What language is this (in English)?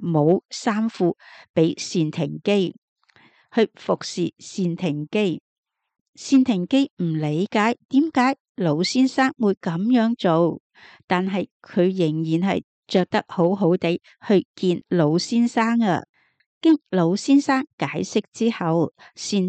Cantonese